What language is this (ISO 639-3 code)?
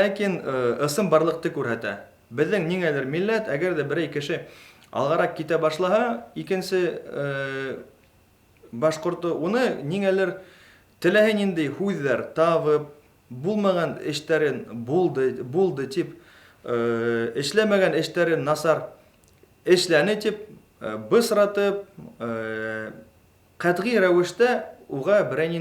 bak